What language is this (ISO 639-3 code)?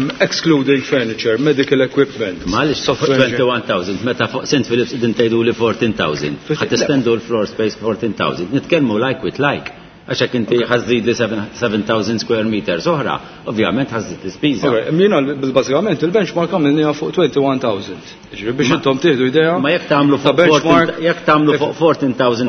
mlt